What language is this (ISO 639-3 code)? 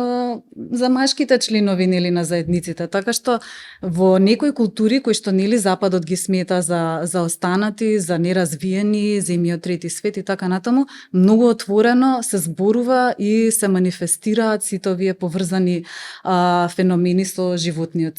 mkd